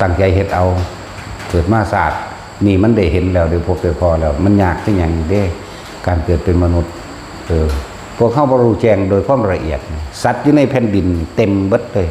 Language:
Lao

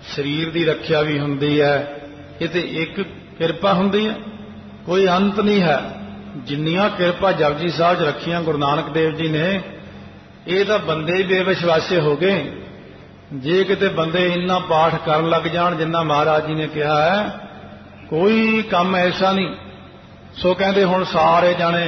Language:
Punjabi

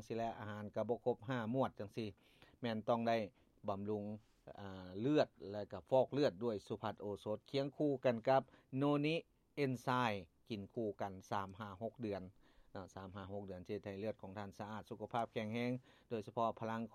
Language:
Lao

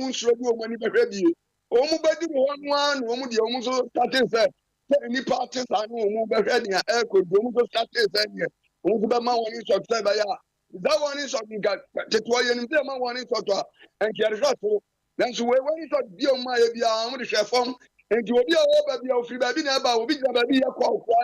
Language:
Akan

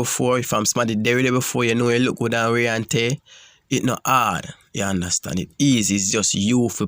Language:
Jamaican Creole English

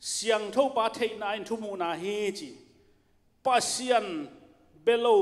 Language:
Tedim Chin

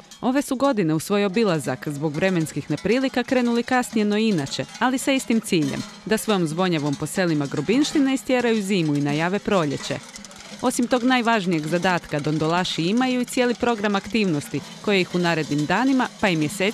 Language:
Croatian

